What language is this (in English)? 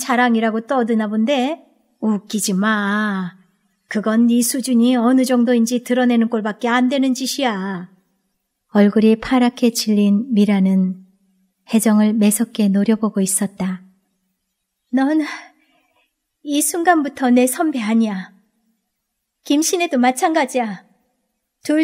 Korean